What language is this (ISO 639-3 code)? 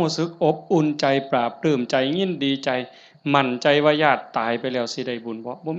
tts